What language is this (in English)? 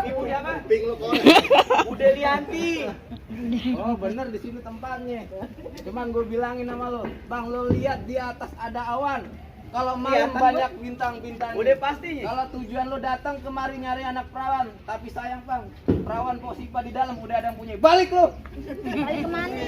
Betawi